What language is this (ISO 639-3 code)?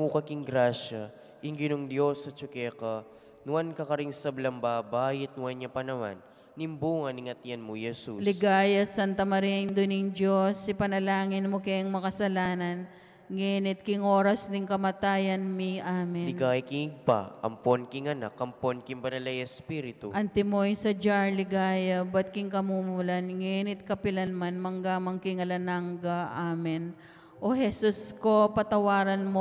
pam